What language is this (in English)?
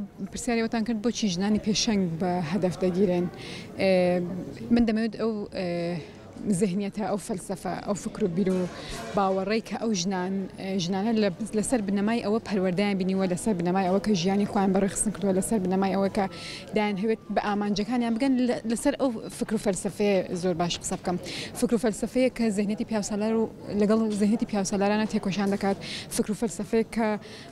Central Kurdish